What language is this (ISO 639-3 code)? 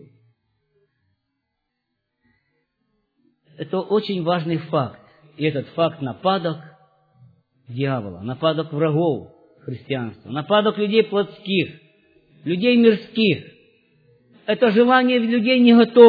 rus